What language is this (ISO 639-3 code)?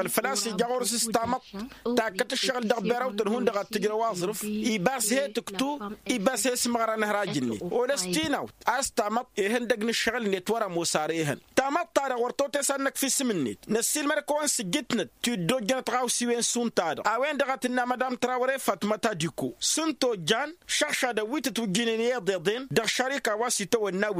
taq